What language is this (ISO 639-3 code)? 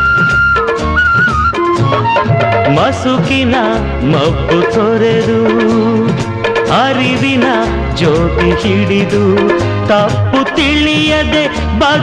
kan